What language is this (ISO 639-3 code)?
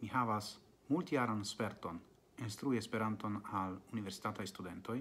epo